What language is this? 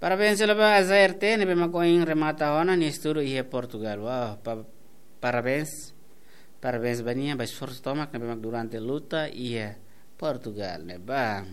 Tetum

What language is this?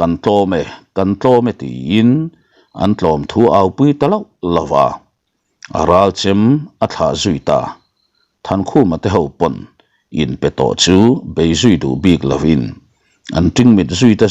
Mizo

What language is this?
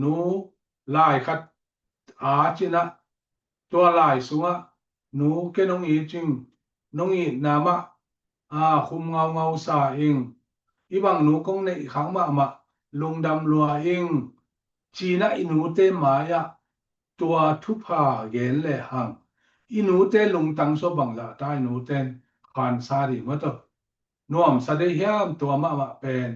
Tedim Chin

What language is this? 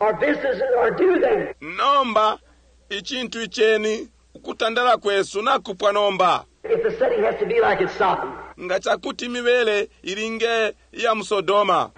Bemba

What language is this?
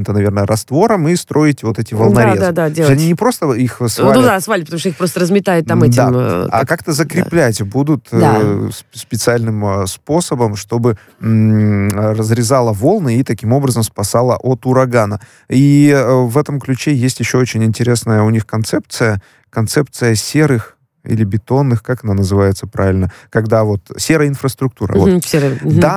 Russian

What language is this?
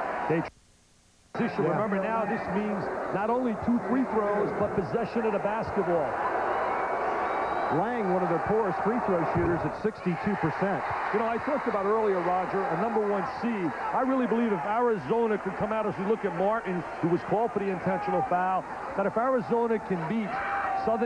English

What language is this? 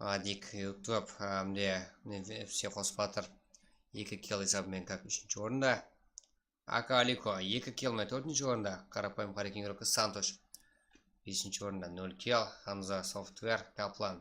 Kara-Kalpak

